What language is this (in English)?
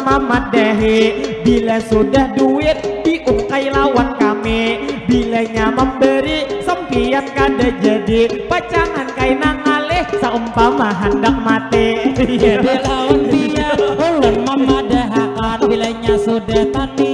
Banjar